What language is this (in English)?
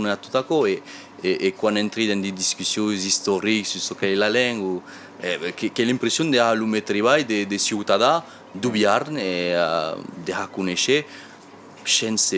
Occitan